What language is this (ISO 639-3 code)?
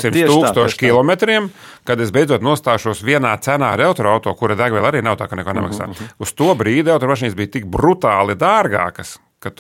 lav